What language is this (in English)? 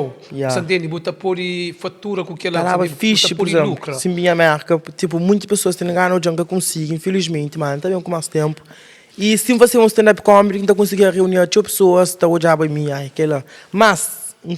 Kabuverdianu